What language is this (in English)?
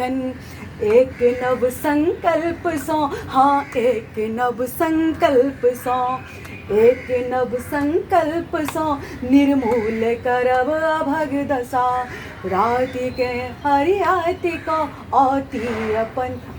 Maithili